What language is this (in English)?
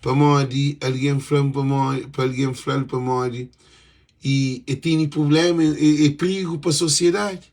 Kabuverdianu